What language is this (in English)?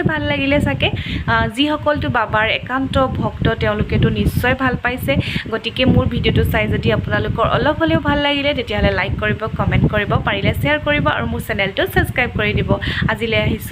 Assamese